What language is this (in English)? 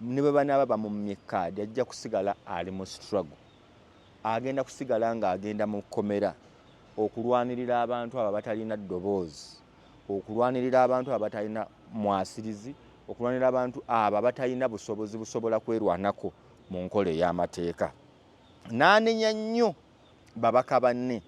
Ganda